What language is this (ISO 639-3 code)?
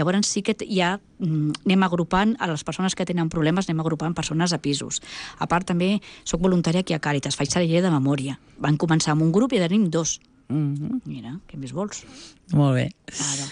cat